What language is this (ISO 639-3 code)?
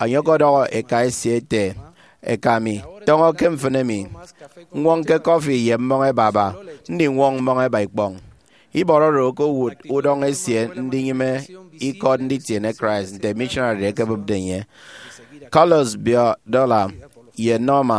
efi